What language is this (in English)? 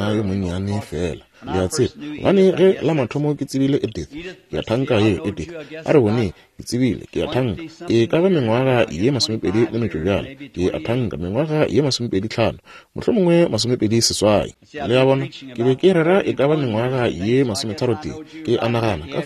Northern Sotho